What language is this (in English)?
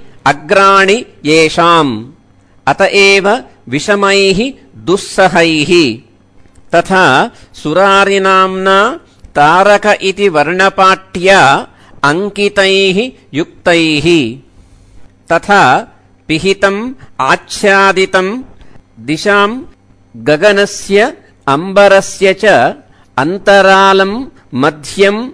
Sanskrit